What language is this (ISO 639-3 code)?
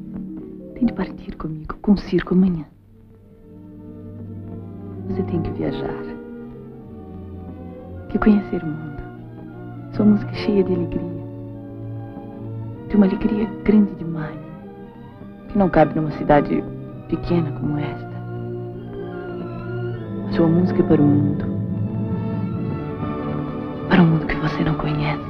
por